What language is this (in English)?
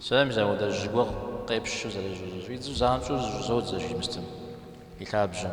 Kabardian